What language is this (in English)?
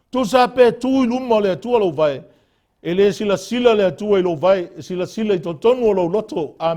Samoan